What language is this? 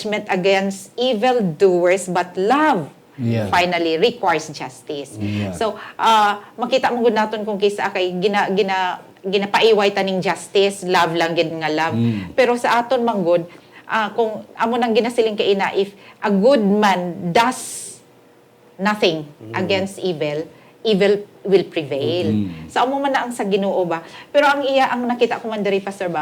Hiligaynon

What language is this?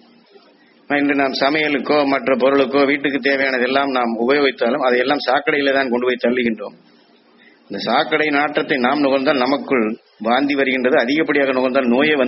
Tamil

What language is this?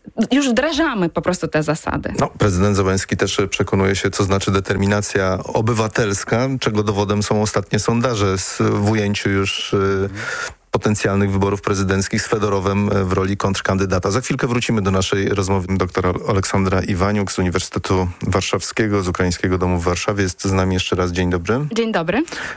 Polish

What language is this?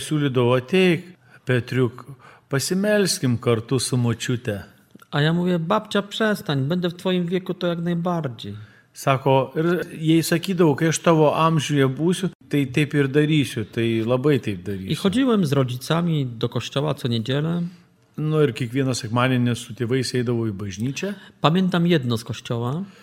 Lithuanian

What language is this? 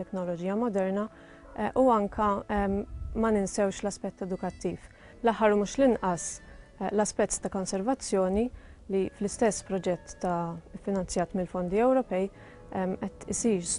Maltese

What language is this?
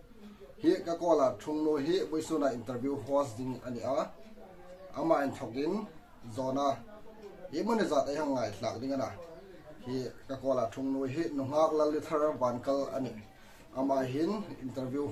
Hmar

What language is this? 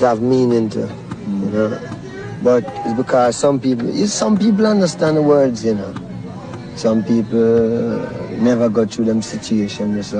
Jamaican Creole English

